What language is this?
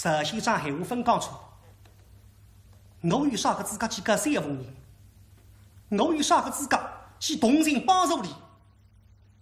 Wu Chinese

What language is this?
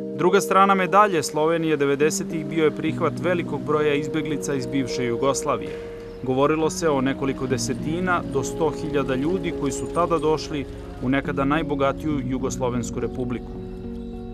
Serbian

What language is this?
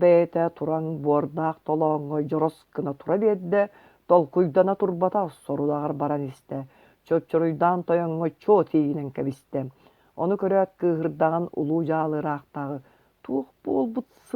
Yakut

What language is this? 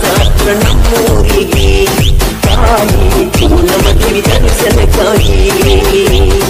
Kannada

